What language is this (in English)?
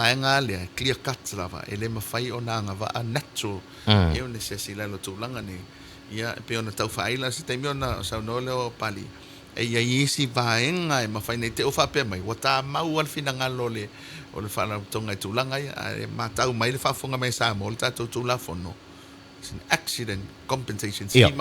Samoan